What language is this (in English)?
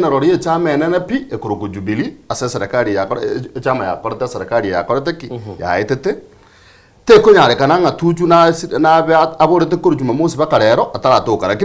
Gusii